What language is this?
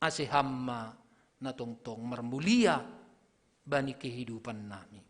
Batak Simalungun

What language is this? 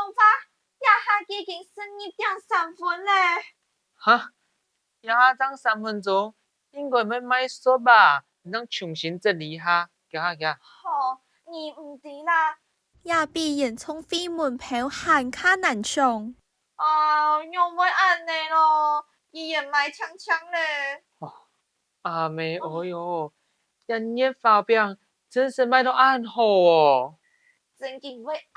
Hakka Chinese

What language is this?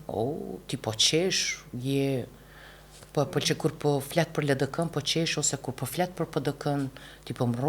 Albanian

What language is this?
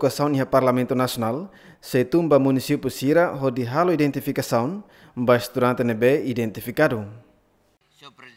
Tetum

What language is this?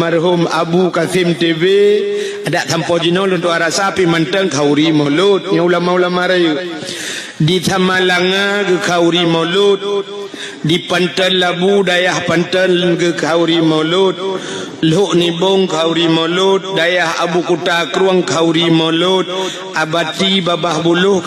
Achinese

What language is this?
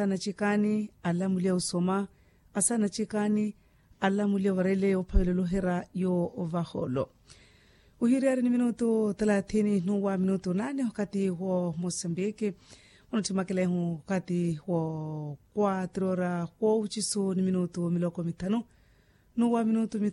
Makhuwa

